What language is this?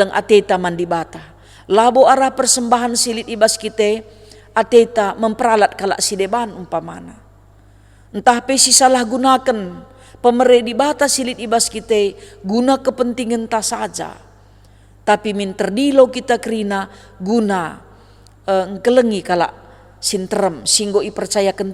Batak Karo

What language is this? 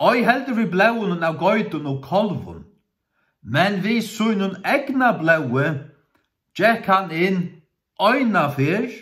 Faroese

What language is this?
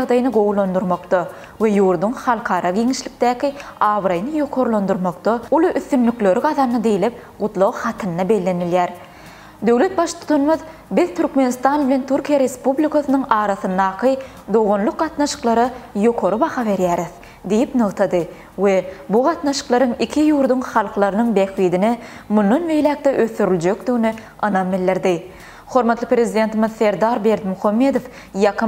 Turkmen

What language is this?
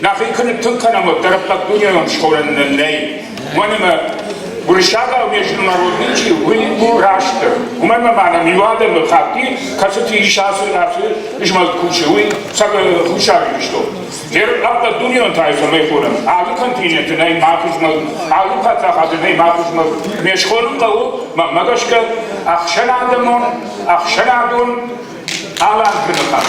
Ossetic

